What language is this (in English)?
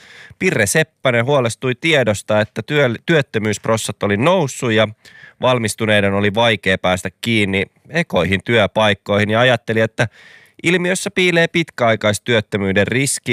Finnish